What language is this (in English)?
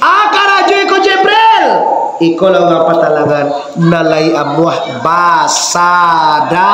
Minangkabau